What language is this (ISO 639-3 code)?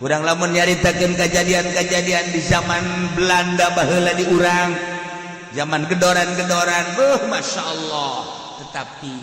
sun